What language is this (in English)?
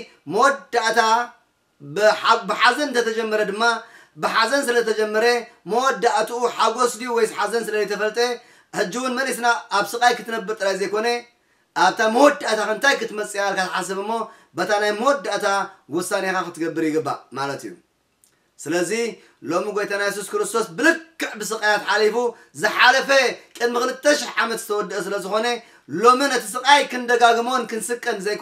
Tigrinya